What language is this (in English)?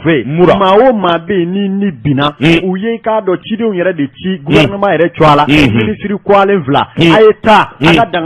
Bambara